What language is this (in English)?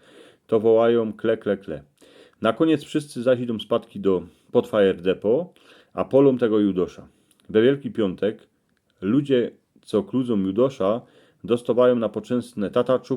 Silesian